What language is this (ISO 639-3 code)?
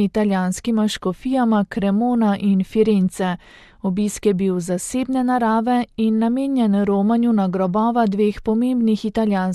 slv